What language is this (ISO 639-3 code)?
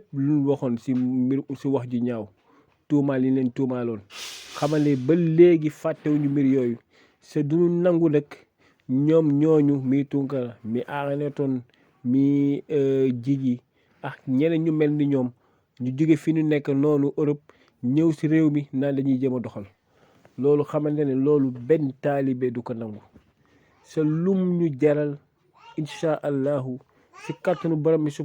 wol